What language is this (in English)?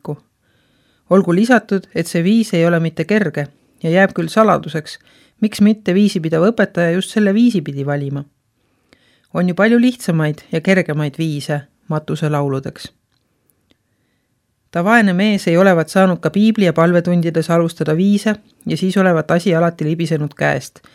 Estonian